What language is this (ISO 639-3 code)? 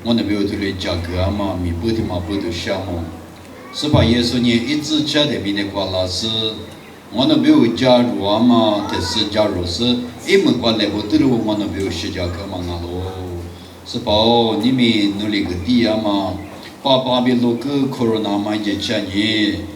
lis